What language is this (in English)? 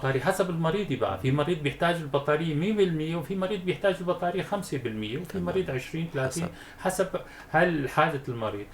North Levantine Arabic